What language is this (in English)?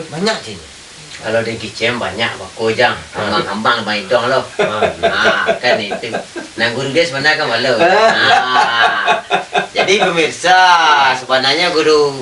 Minangkabau